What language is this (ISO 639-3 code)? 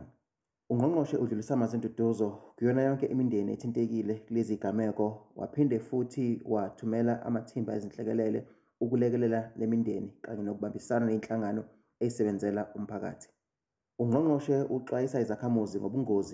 zul